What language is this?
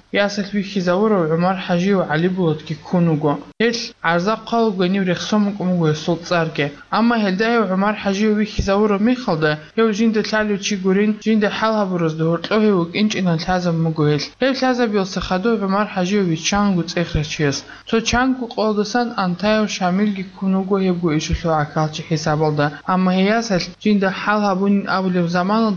Avaric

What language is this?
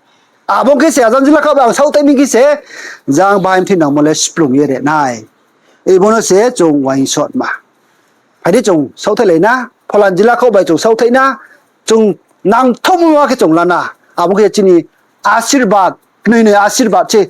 Riang (India)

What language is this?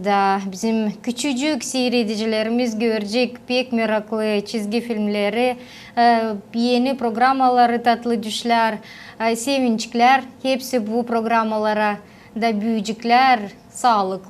Gagauz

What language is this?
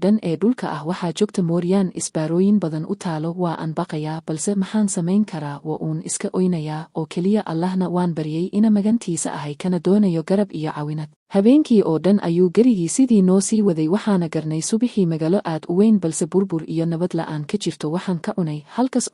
Somali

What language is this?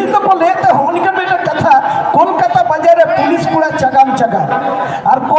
Santali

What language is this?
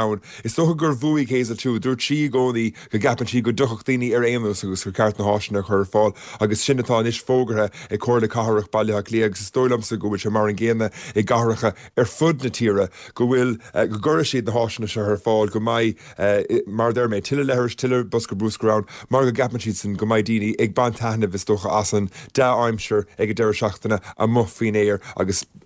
Irish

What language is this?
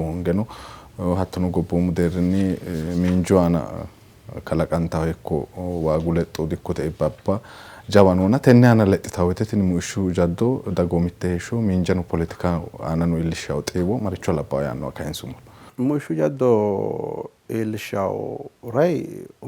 Sidamo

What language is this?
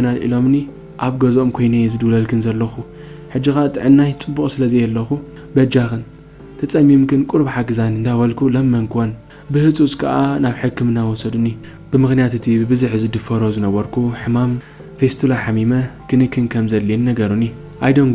Tigrinya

